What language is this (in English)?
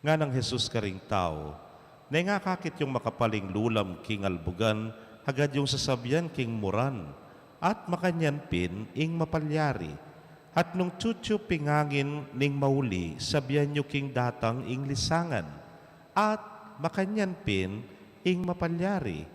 Pampanga